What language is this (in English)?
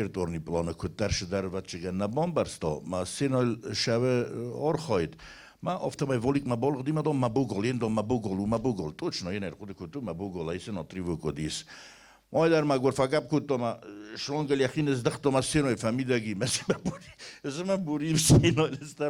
Ossetic